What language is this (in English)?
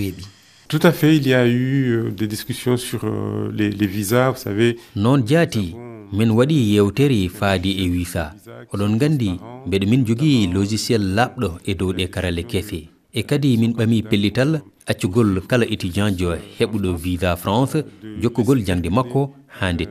Fula